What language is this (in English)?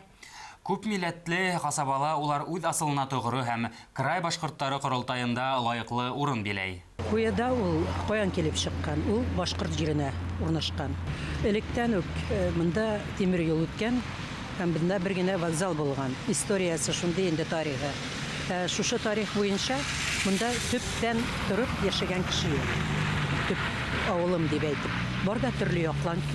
Bashkir